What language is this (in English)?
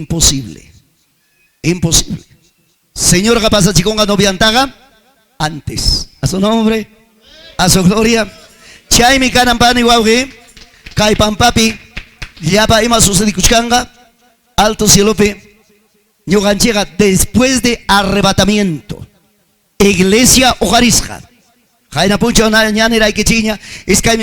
Ayacucho Quechua